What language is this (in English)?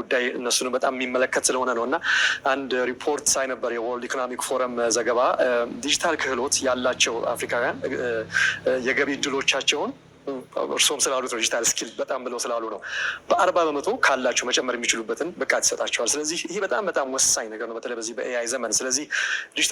Amharic